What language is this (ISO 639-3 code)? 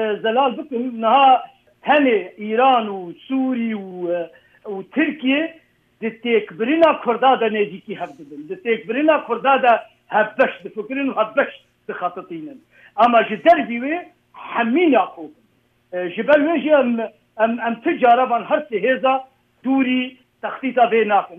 kur